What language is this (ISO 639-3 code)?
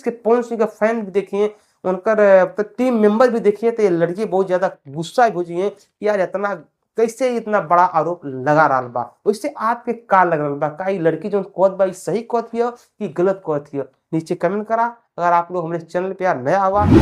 bho